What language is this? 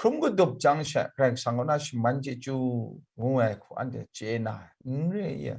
Kachin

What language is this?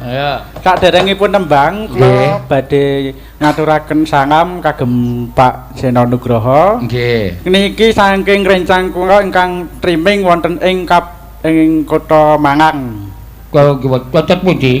Javanese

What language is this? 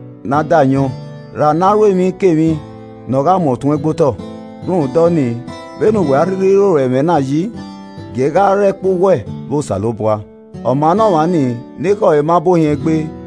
Esan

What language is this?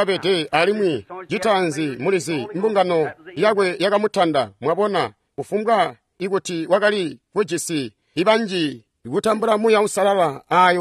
Tonga (Zambia)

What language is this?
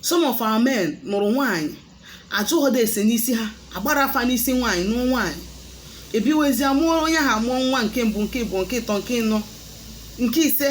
Igbo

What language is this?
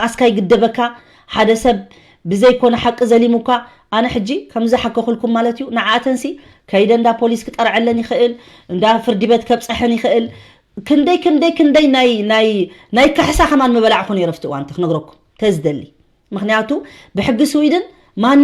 Tigrinya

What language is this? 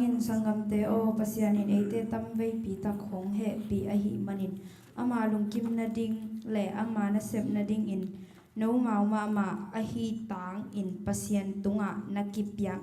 Tedim Chin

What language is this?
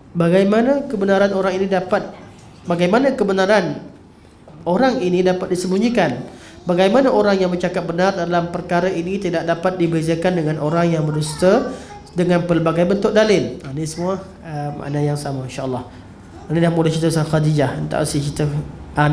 Malay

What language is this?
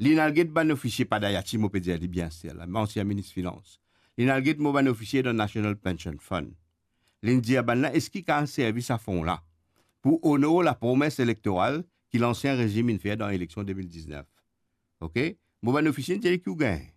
Morisyen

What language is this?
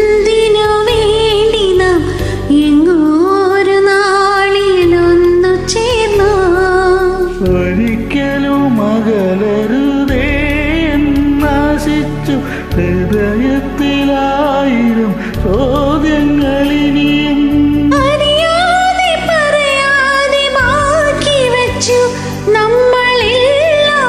Malayalam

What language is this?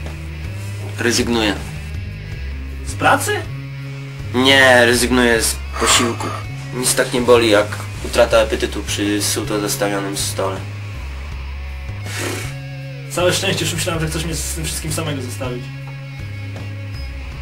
Polish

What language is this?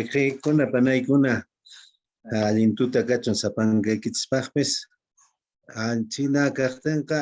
Quechua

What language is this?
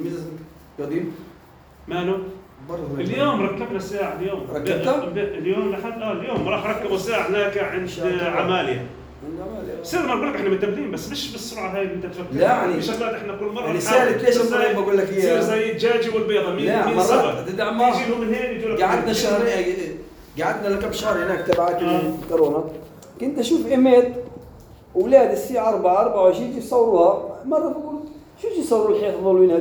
North Levantine Arabic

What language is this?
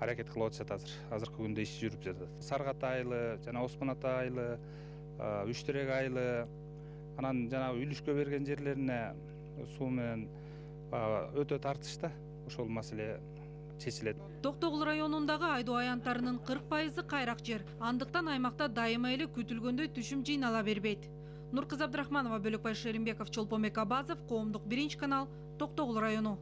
Kyrgyz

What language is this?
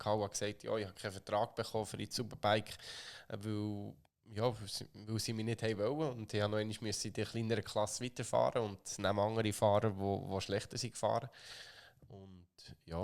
Swiss German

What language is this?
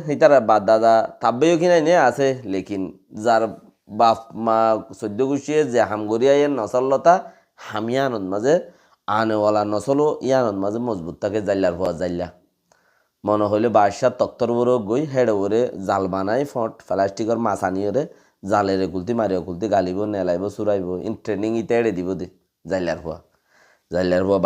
Rohingya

